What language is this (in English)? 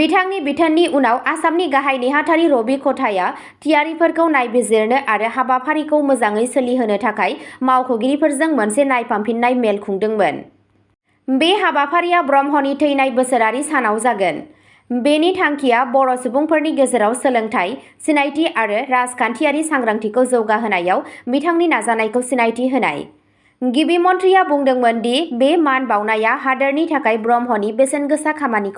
Bodo